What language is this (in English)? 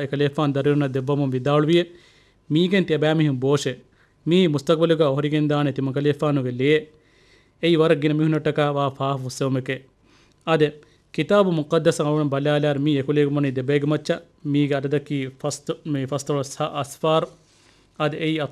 Divehi